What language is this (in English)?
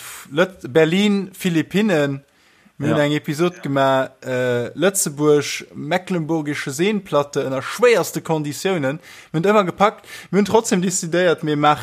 Luxembourgish